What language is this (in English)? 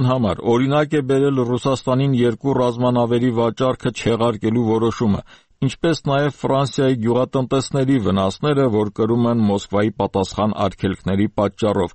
Armenian